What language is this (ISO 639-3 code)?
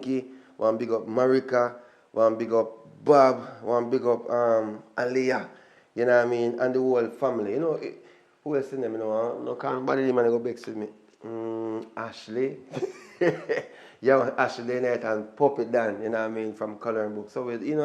jam